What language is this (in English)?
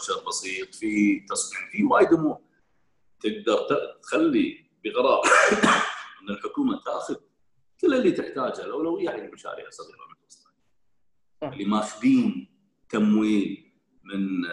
Gulf Arabic